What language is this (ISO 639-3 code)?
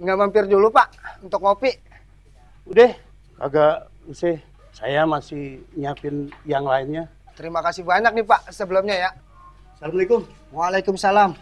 bew